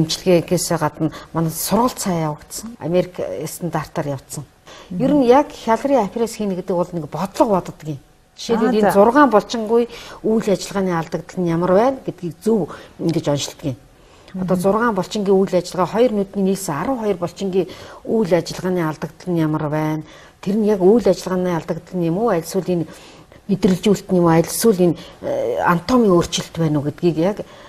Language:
Mongolian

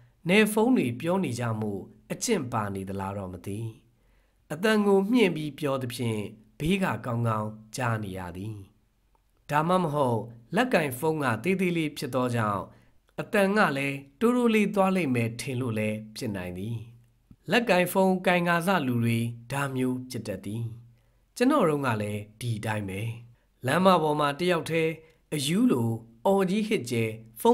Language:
Burmese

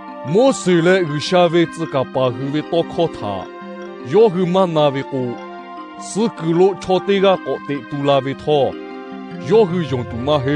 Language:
Lahu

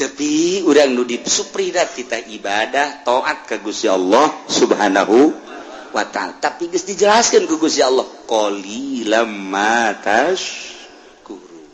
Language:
Sundanese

